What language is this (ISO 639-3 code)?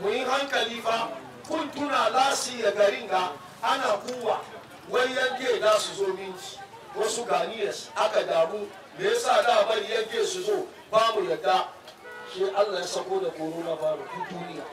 hau